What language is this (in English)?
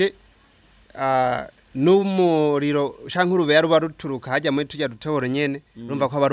Rundi